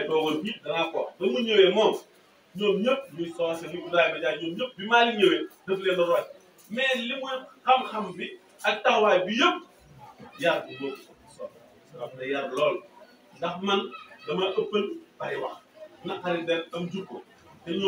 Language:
Wolof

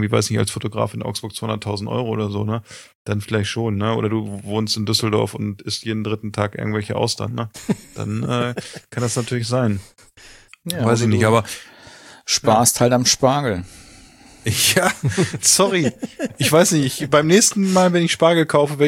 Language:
German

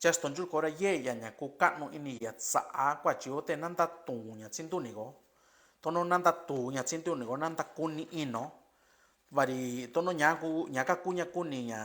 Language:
Mixtepec Mixtec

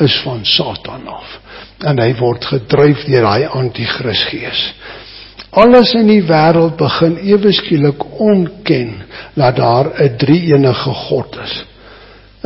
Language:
Afrikaans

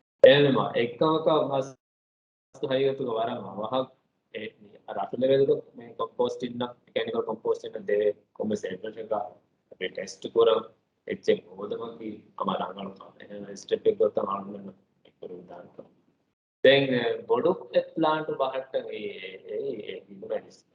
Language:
Divehi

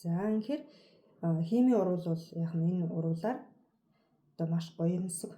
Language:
Mongolian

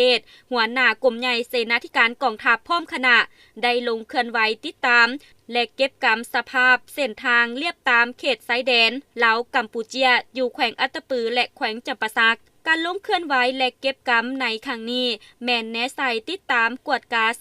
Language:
Lao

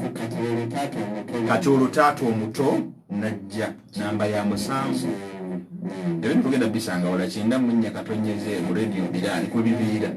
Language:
Ganda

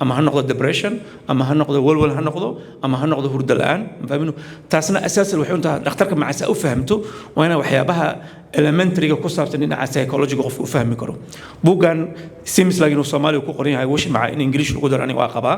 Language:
Somali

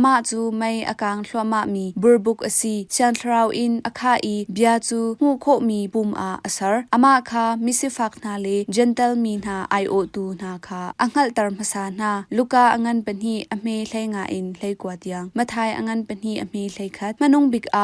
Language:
Hakha Chin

